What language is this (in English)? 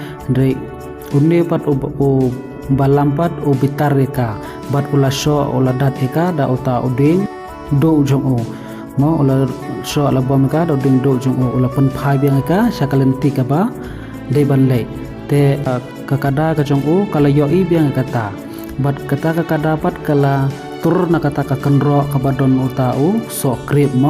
Khasi